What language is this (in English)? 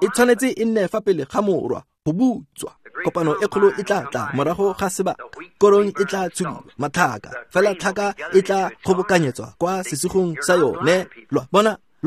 Tswana